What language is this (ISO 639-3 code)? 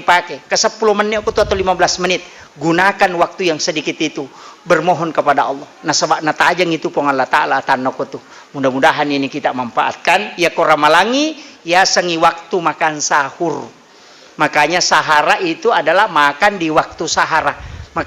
bug